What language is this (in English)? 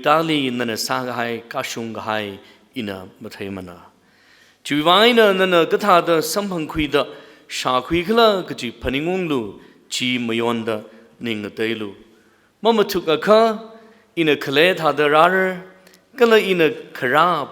Tangkhul Naga (India)